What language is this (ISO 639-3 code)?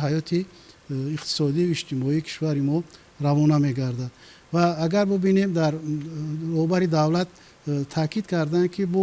tgk